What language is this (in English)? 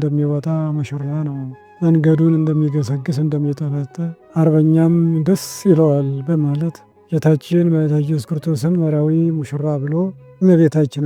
Amharic